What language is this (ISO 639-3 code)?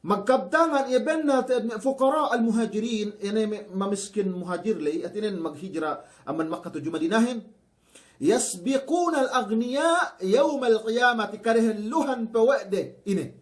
yka